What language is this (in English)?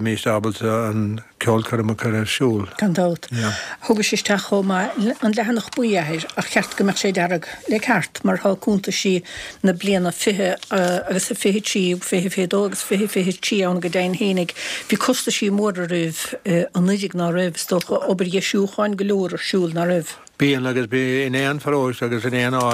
Irish